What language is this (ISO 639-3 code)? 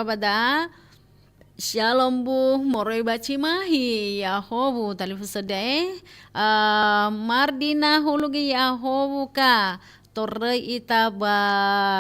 nia